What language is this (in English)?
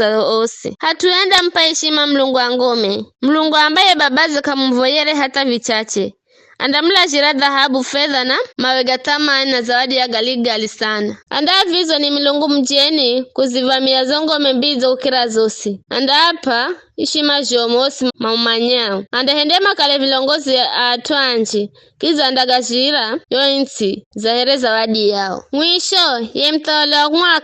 Giryama